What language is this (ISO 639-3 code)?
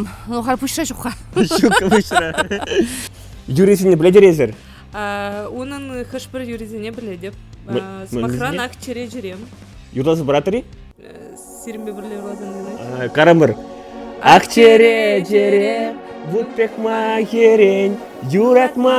chv